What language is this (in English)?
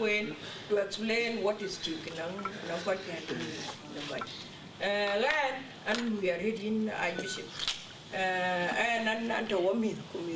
Dinka